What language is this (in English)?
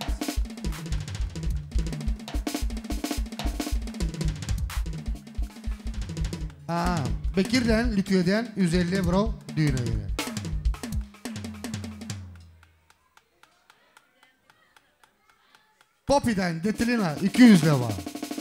Turkish